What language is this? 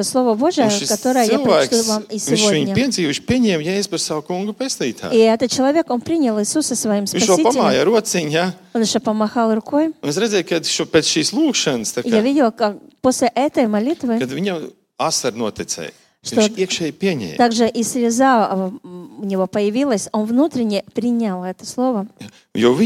Latvian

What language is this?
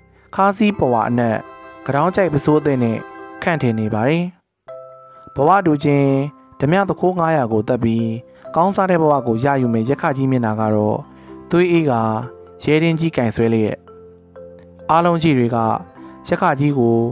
Burmese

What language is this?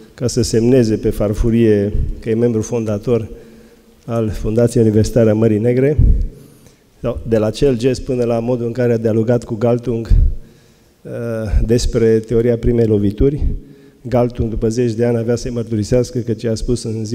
Romanian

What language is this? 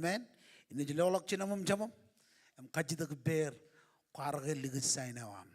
Marshallese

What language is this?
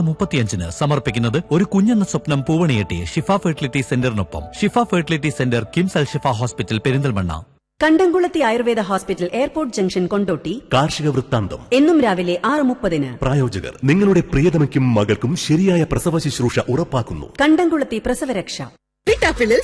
Malayalam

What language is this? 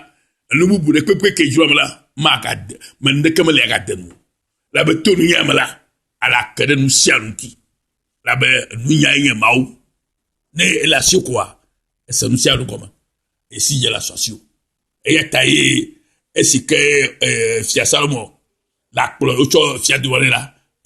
Ewe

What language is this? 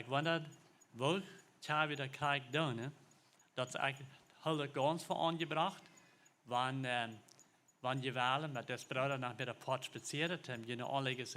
Plautdietsch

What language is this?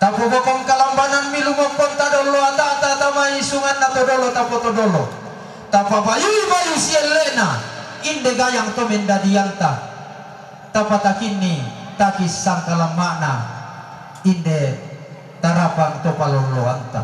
Toraja-Sa'dan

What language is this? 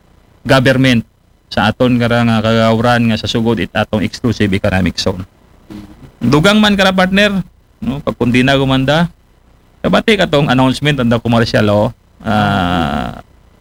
Aklanon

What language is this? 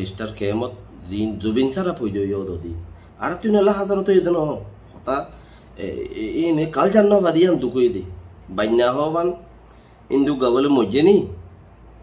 Rohingya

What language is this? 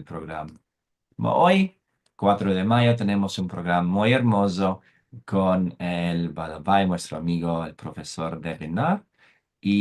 Ladino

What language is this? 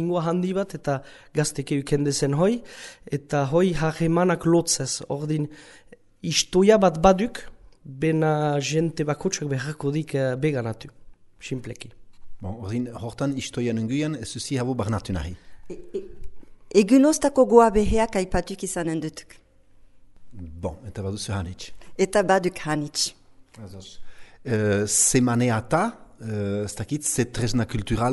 Basque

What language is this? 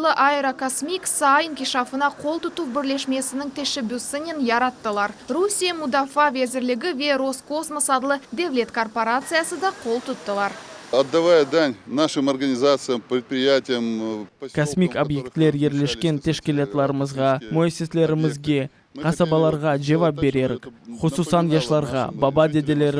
Crimean Tatar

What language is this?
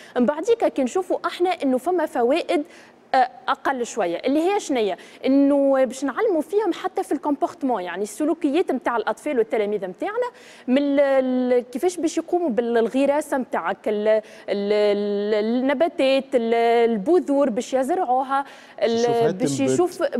Tunisian Arabic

